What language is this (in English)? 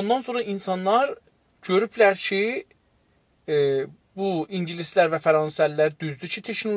South Azerbaijani